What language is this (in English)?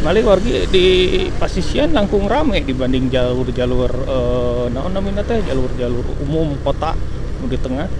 Sundanese